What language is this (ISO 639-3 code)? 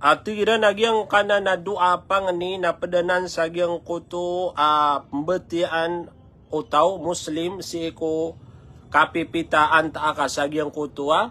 mrw